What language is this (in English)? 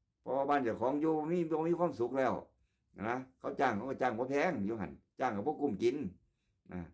Northeastern Thai